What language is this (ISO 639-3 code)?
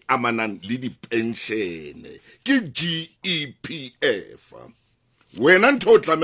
sot